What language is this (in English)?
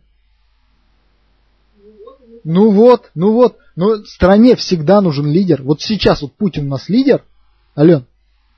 Russian